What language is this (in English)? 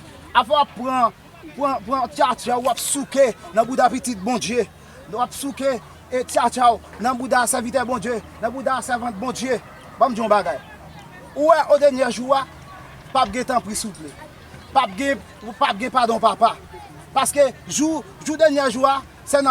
Haitian Creole